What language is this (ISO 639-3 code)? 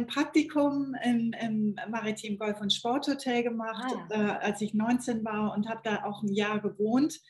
deu